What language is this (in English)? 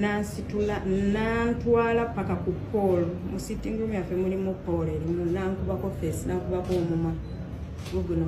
Ganda